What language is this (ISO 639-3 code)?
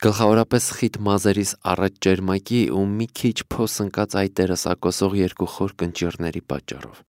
hye